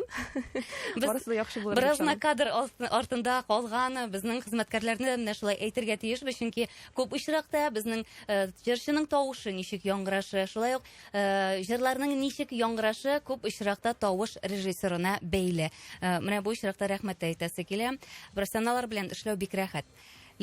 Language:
Tatar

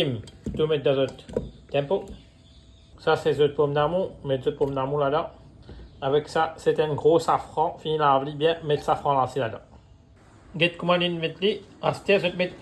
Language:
Morisyen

